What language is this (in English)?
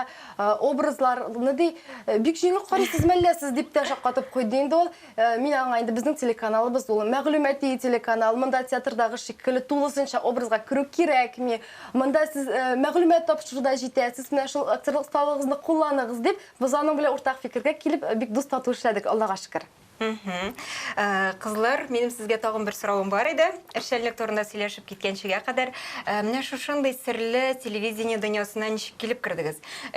Tatar